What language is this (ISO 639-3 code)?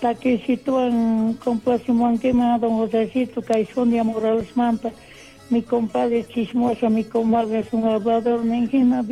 quh